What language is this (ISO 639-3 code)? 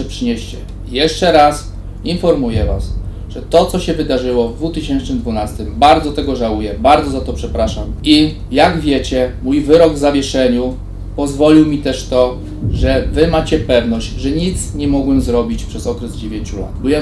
pol